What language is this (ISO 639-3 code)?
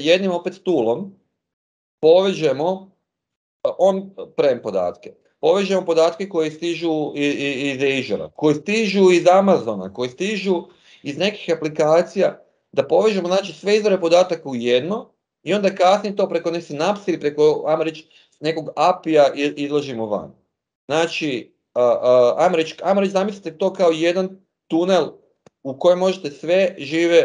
hrv